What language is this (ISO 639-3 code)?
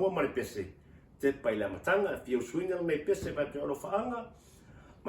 smo